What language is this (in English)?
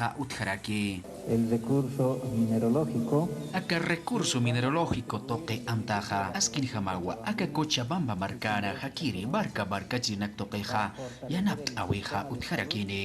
Aymara